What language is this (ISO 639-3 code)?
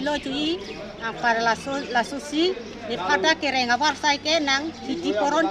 mjw